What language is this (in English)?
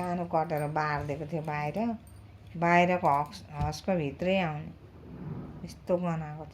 Nepali